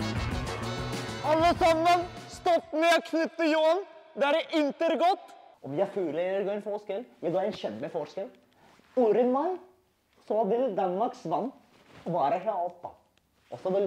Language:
Danish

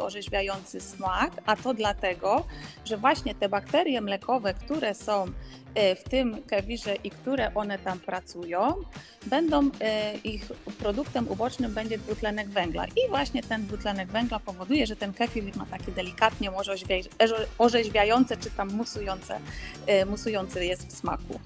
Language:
Polish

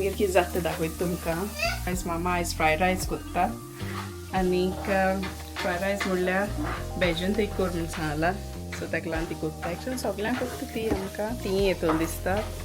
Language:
Konkani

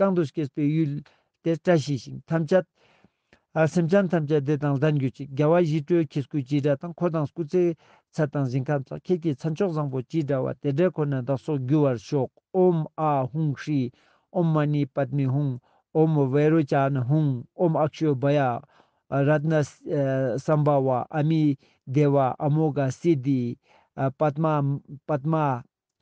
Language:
Ladakhi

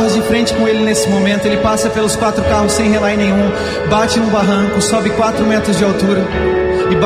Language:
Portuguese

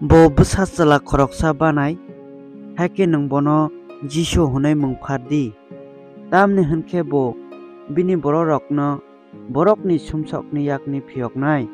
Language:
Kok Borok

